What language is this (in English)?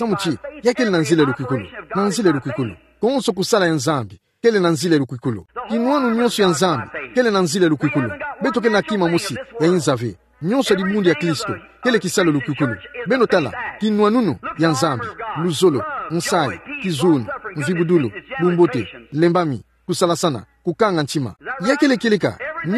Kituba (Democratic Republic of Congo)